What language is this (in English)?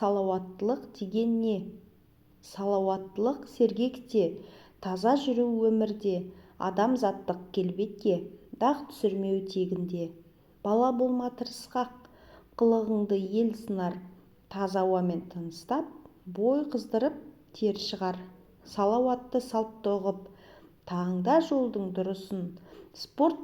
Kazakh